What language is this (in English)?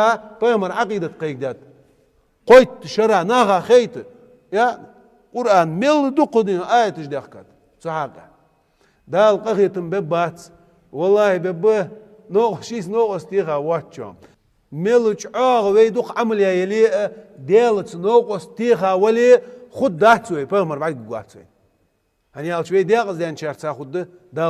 Ingush